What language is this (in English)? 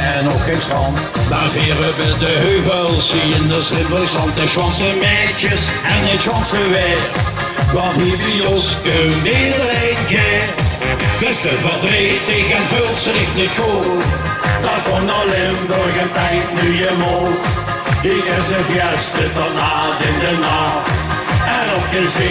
Limburgish